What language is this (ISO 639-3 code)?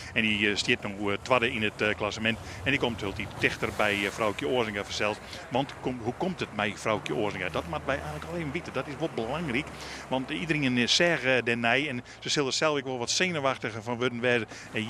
fry